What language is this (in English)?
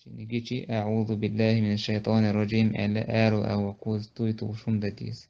Chechen